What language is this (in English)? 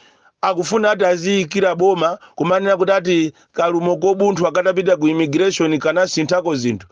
Nyanja